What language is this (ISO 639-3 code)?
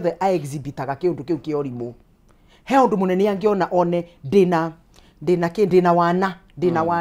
kik